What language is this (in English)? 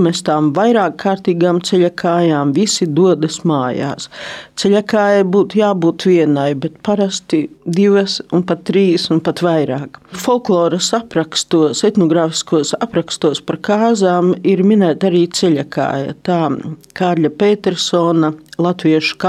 Latvian